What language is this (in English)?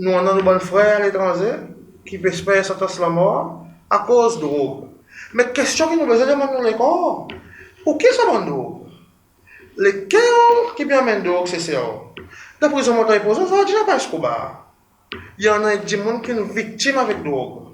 Seselwa Creole French